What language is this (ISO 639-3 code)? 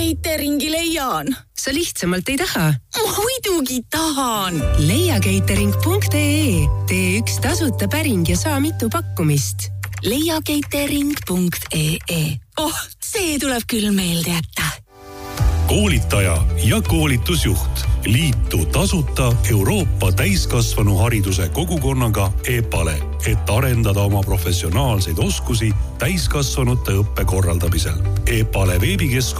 est